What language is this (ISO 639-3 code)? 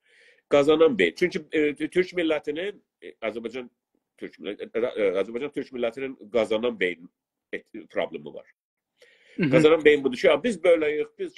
azb